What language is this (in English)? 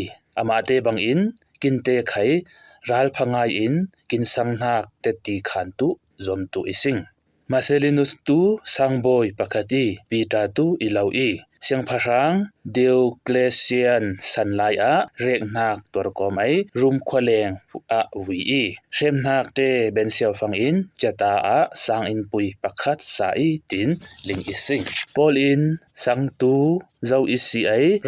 Falam Chin